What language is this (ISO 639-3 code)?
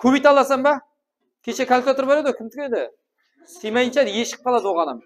kaa